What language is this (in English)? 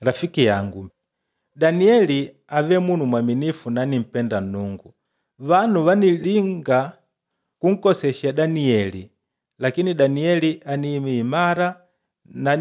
Makonde